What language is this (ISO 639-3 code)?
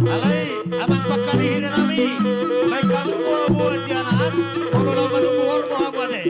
bbc